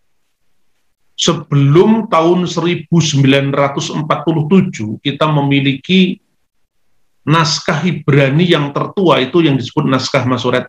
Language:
Indonesian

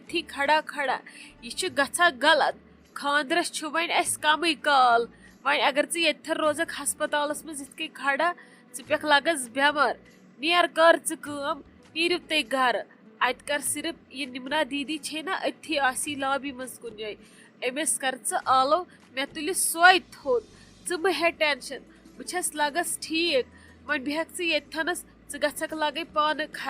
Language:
Kashmiri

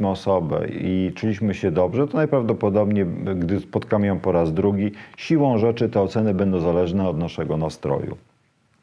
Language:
Polish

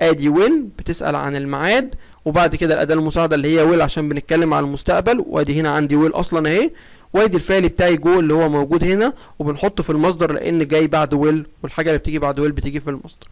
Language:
Egyptian Arabic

